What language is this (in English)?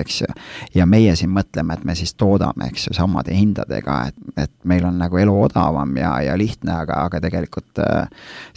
Estonian